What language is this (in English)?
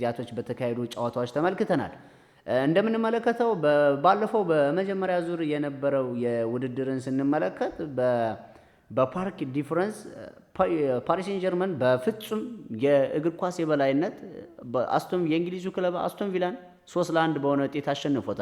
Amharic